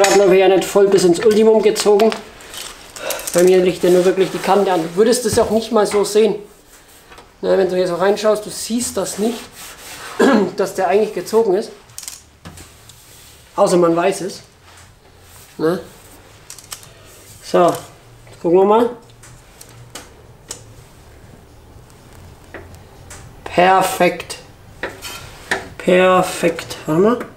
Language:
German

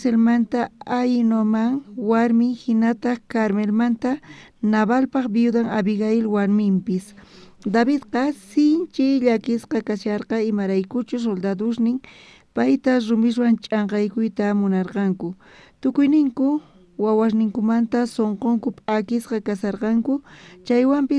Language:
South Bolivian Quechua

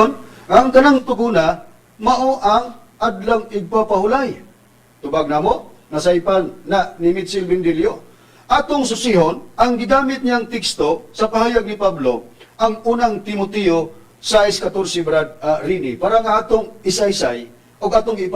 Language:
Cebuano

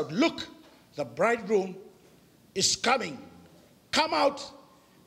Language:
Fijian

